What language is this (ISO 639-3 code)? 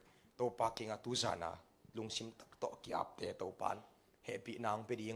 ctd